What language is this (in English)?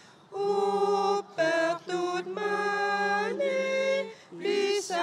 Kalaallisut